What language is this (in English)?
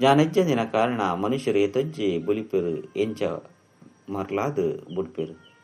Tulu